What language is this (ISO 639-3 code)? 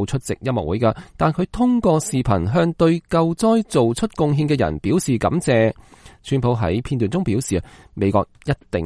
yue